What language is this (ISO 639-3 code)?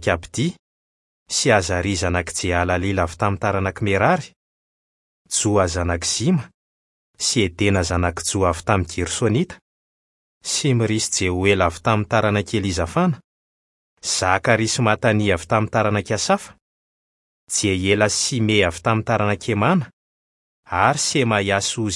mlg